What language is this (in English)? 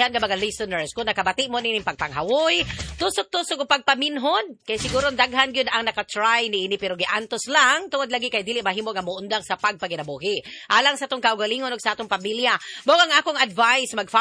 Cebuano